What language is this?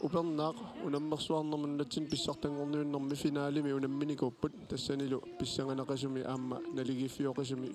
Kalaallisut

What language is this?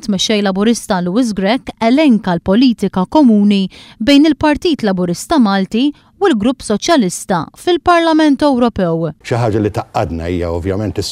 Maltese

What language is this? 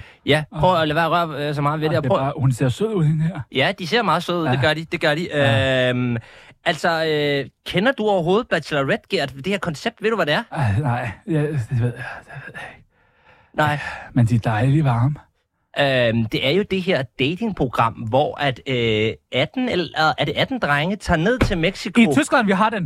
Danish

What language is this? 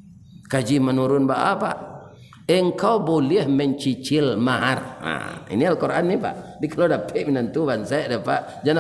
Minangkabau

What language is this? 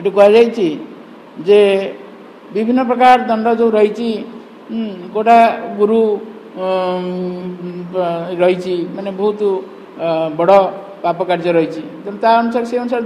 Odia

